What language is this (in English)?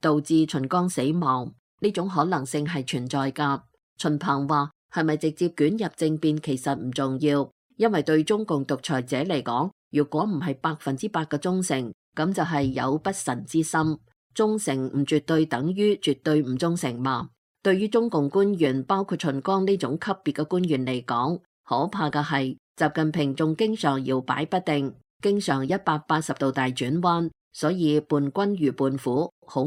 Cantonese